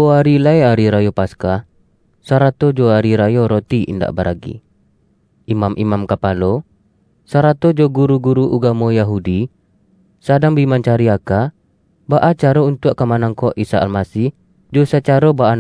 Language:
Minangkabau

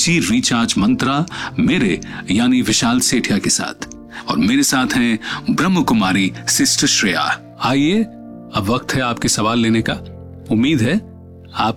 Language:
Hindi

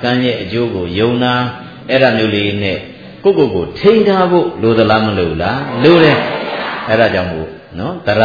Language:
Burmese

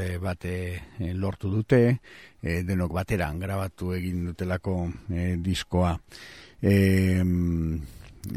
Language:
Basque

